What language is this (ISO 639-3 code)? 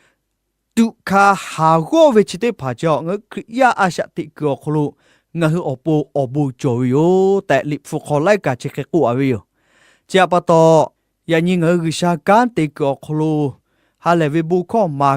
lhu